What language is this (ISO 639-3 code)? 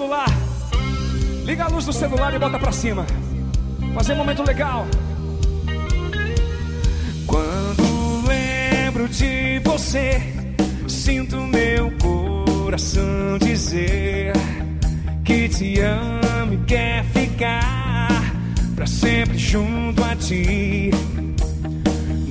por